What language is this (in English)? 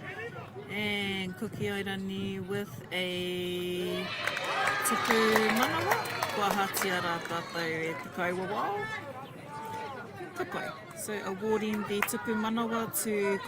Māori